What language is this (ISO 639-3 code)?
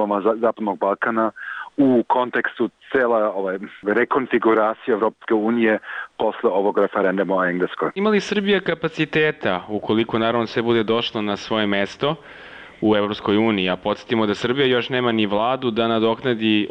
srp